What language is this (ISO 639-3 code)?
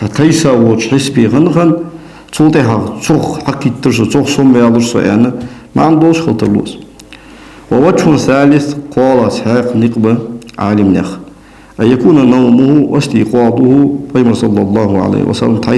inh